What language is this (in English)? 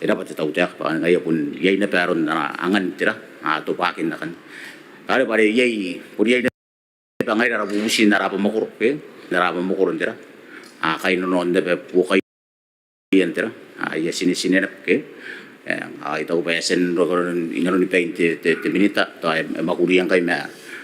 Gilbertese